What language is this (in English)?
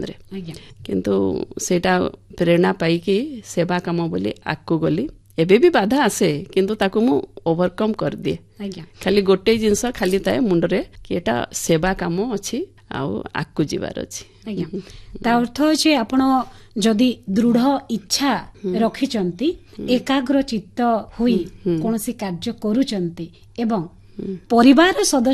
Odia